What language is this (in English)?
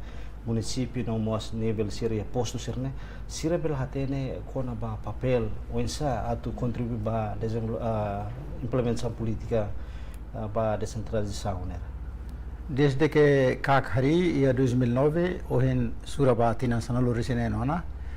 Tetum